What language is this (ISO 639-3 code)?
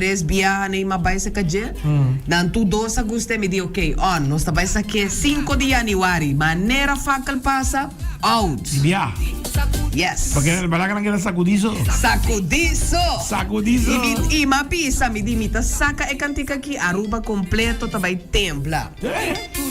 pap